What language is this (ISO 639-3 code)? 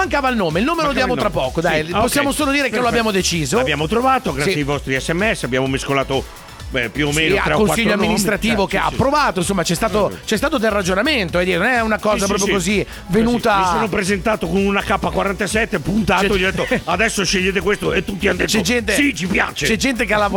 ita